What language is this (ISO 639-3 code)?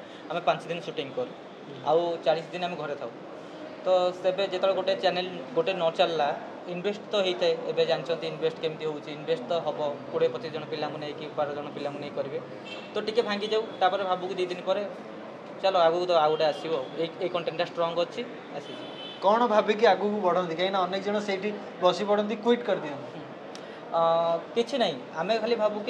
ori